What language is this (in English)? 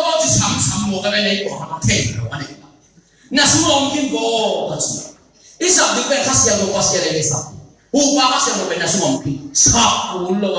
Tedim Chin